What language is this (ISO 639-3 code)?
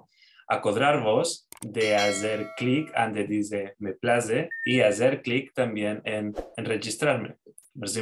lad